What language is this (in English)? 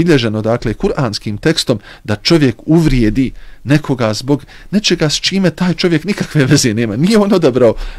Bosnian